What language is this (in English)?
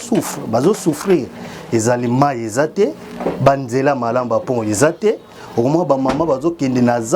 Lingala